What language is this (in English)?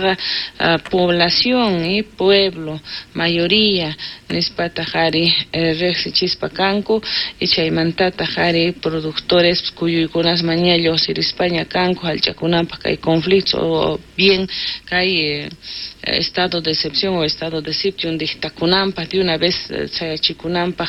South Bolivian Quechua